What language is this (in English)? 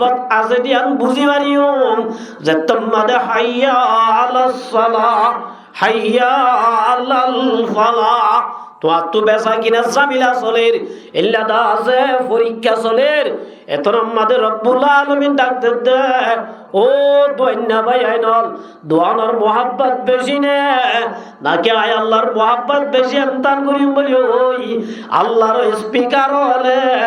Rohingya